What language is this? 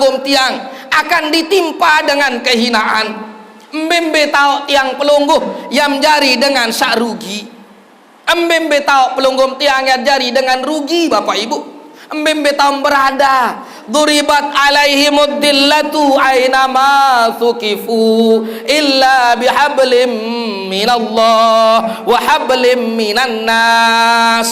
Sasak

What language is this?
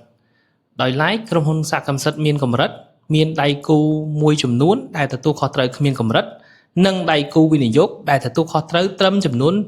Khmer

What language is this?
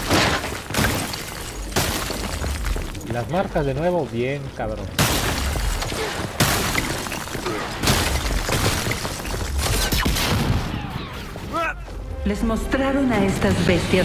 Spanish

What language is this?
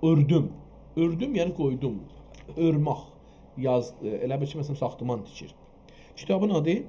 South Azerbaijani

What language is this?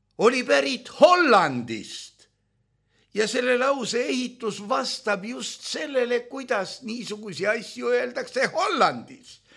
Estonian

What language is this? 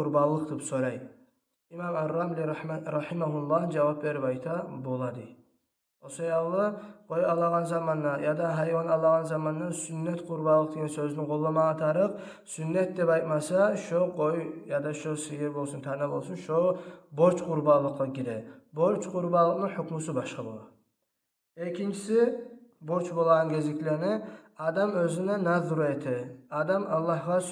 Kumyk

